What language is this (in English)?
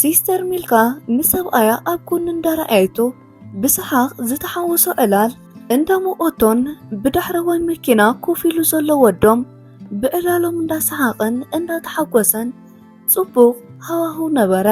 Tigrinya